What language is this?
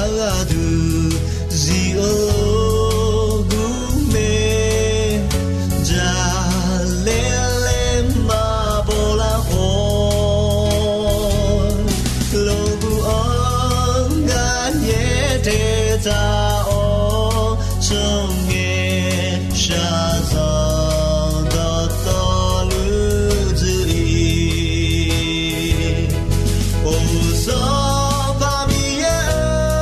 Akha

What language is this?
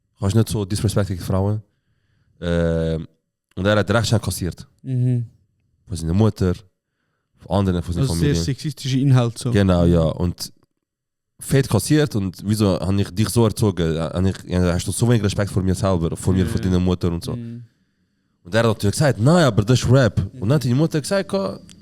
Swiss German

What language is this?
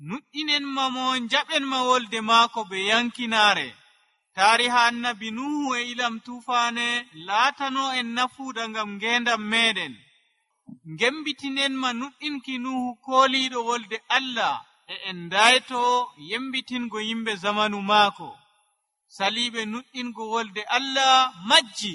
Nigerian Fulfulde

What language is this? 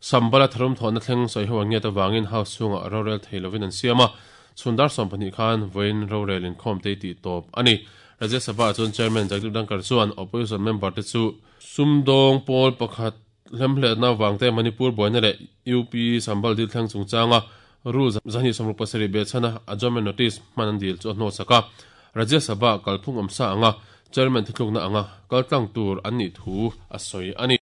Mizo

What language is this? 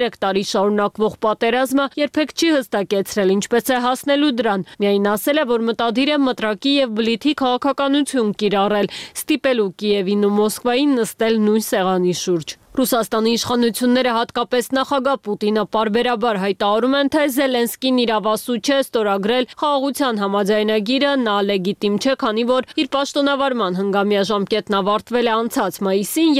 Armenian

